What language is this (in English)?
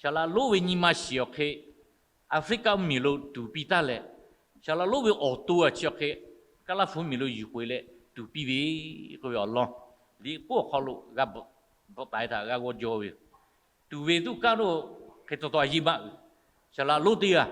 Lahu